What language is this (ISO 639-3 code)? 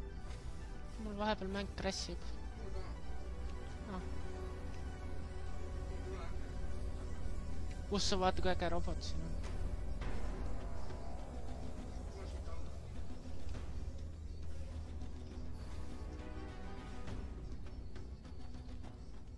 est